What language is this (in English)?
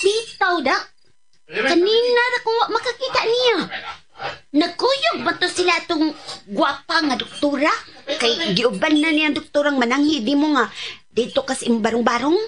Cebuano